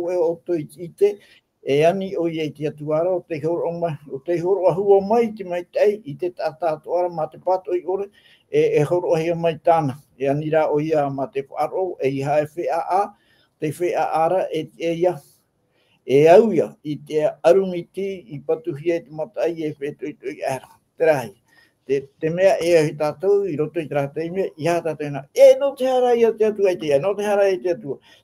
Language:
Tahitian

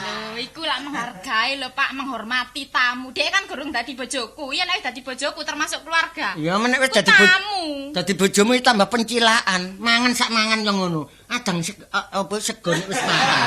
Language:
Javanese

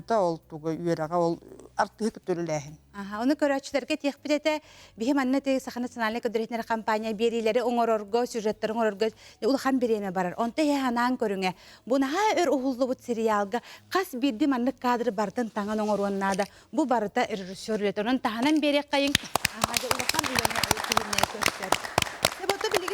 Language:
Yakut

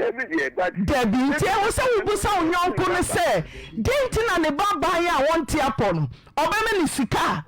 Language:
Akan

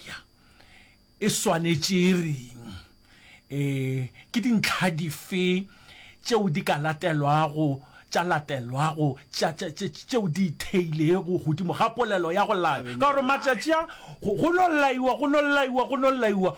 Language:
Northern Sotho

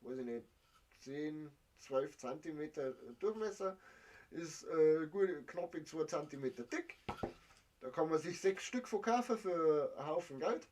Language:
Bavarian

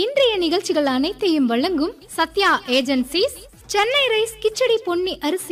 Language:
Tamil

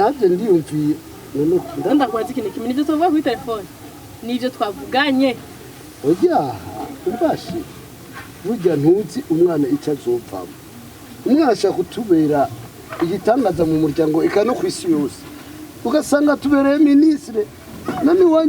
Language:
Rundi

